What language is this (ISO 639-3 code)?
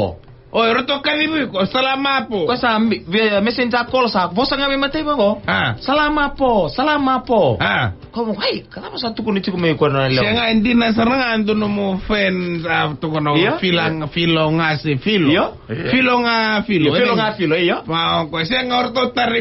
fij